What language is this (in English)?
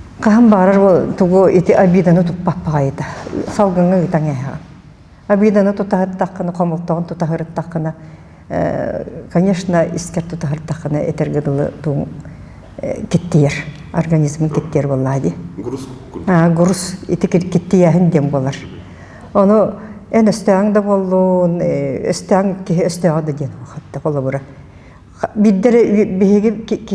Yakut